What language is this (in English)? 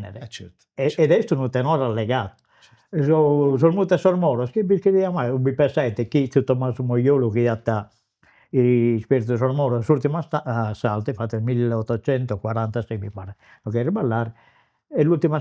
Sardinian